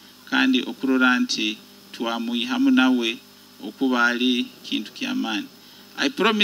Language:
Nyoro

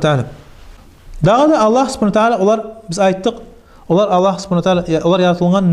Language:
Kumyk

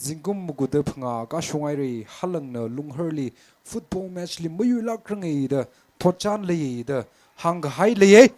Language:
Tangkhul Naga (India)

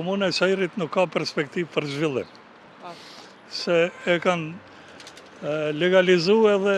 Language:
Albanian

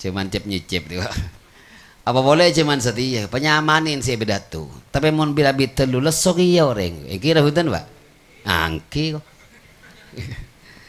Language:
Madurese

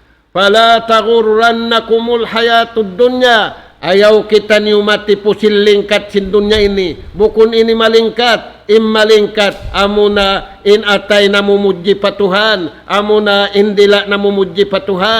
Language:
Tausug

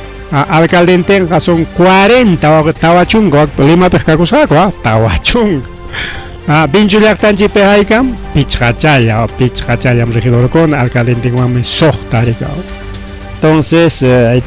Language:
Ayacucho Quechua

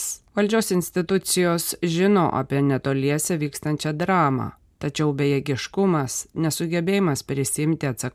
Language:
Lithuanian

